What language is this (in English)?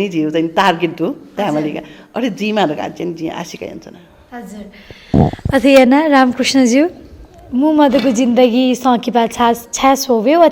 Newari